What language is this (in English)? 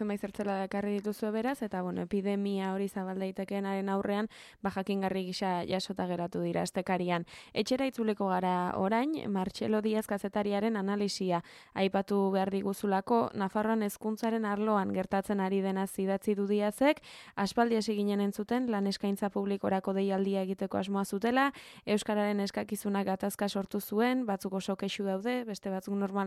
Basque